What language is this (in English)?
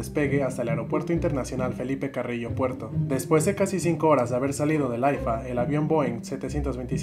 Spanish